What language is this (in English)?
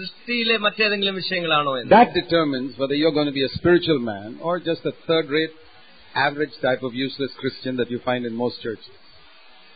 Malayalam